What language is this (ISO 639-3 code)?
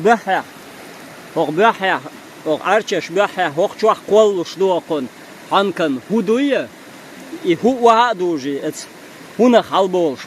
che